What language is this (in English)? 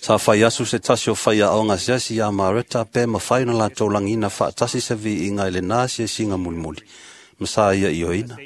Samoan